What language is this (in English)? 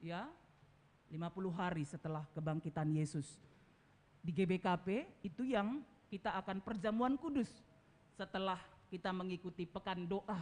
Batak Karo